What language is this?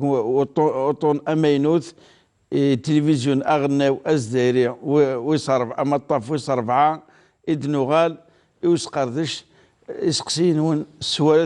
Kabyle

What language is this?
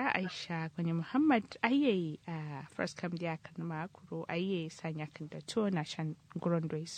Kanuri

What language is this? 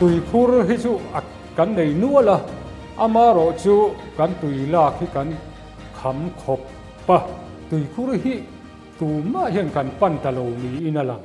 Mizo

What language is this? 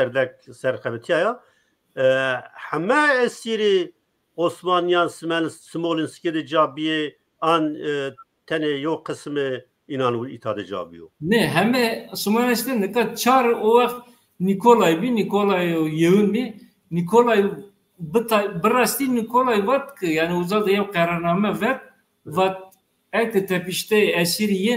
Zaza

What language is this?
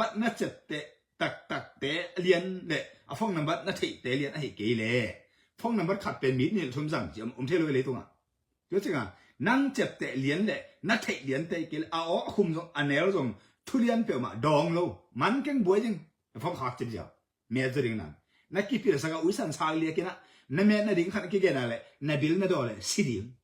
Tedim Chin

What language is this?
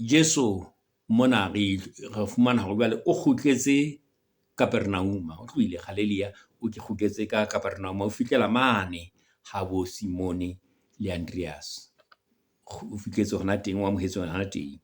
Southern Sotho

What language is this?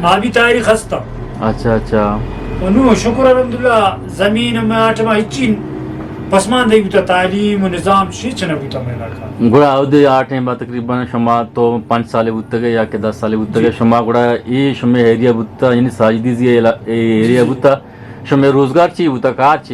Eastern Balochi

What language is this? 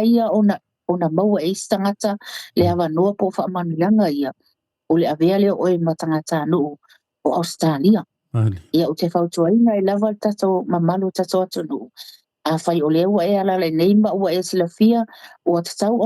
Samoan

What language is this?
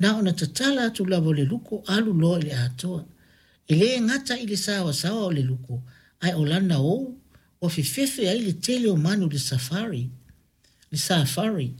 Samoan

